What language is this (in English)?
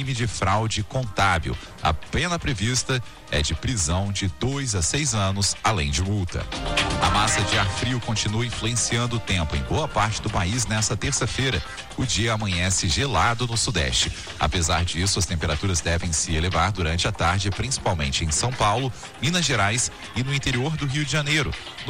Portuguese